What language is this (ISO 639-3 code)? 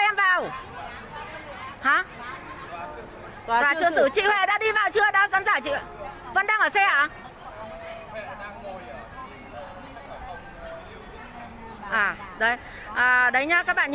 vie